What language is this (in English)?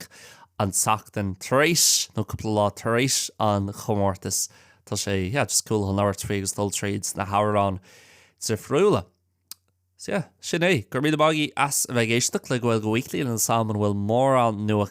Irish